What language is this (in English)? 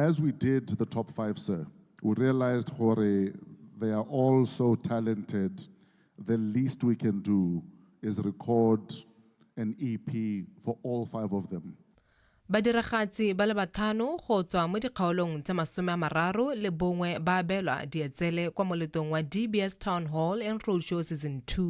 Tswana